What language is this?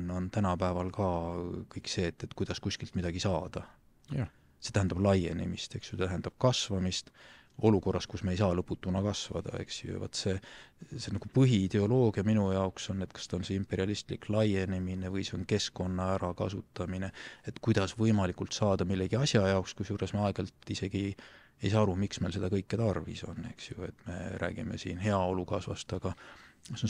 Estonian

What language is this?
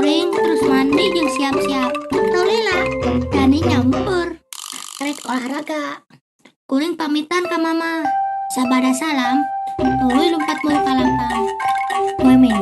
Sundanese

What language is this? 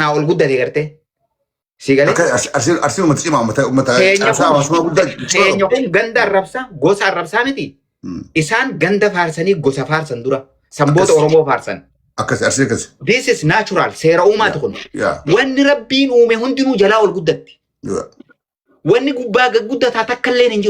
Oromo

